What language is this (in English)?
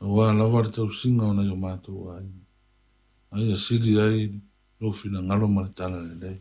Samoan